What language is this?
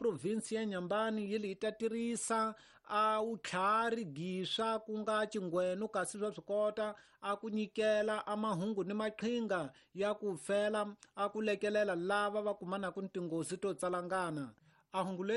Tsonga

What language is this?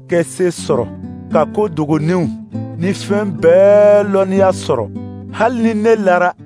Dyula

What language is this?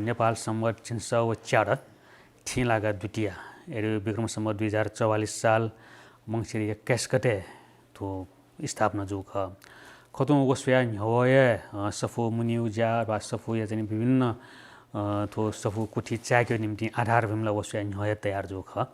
Newari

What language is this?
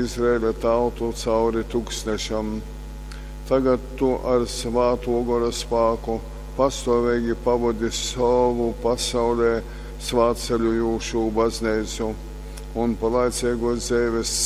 Latgalian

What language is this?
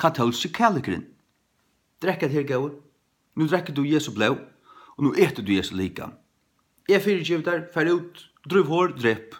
Faroese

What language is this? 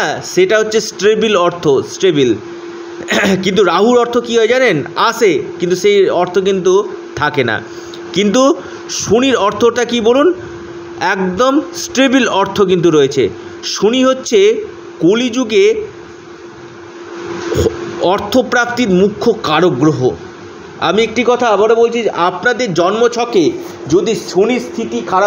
Bangla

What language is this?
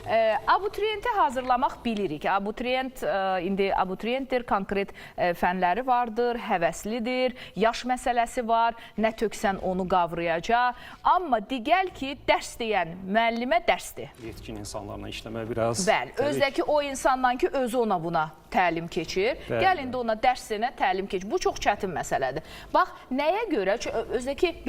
Azerbaijani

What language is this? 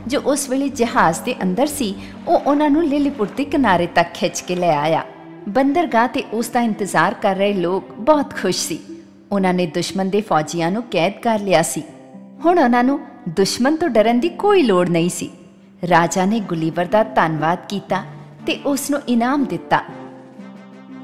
Punjabi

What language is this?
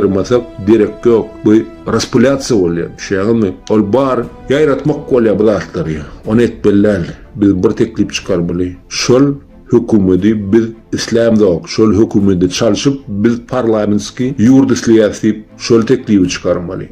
Turkmen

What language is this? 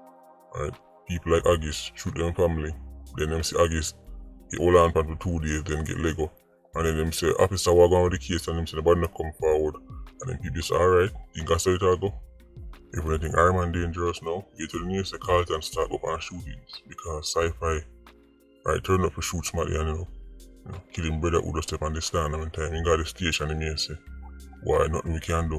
Jamaican Creole English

